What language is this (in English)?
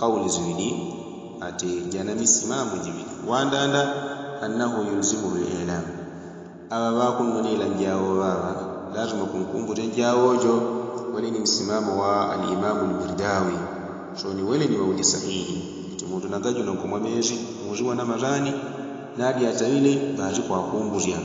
Yao